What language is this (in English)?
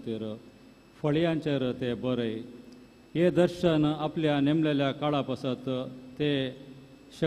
Konkani